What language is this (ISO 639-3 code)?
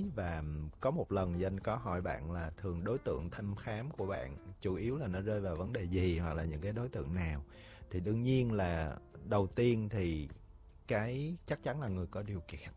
vie